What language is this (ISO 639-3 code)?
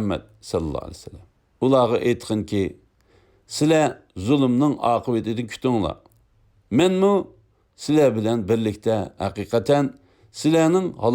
uig